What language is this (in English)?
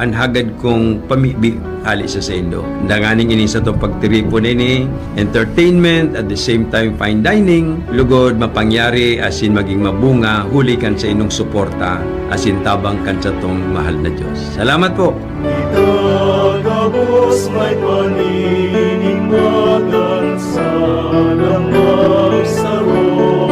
Bikol